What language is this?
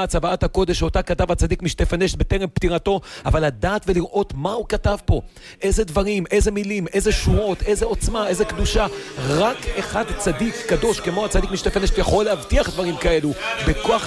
Hebrew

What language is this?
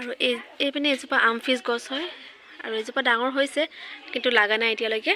Assamese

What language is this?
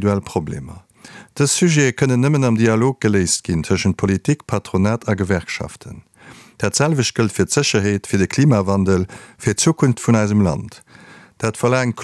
Luxembourgish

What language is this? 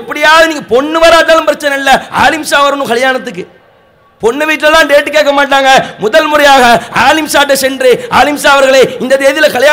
Tamil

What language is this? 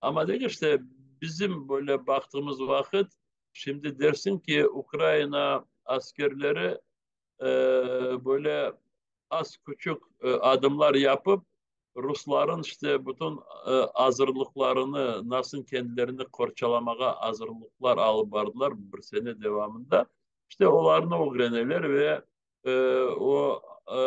Crimean Tatar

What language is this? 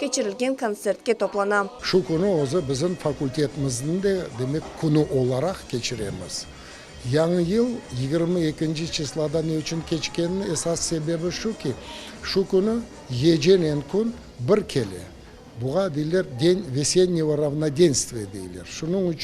Crimean Tatar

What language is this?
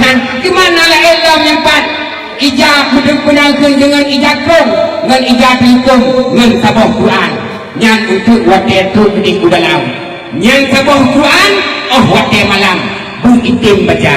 Achinese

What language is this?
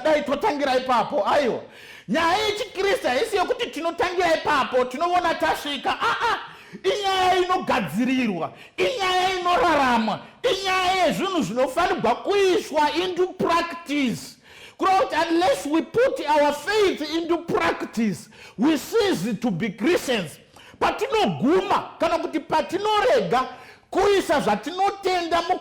Shona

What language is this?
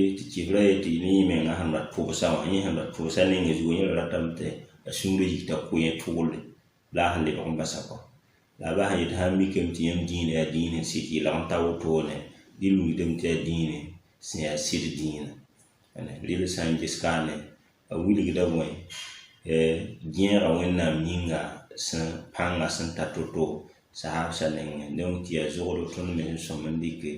Mossi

